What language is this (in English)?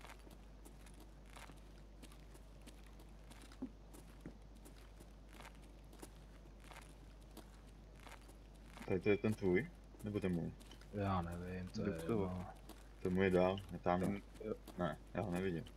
Czech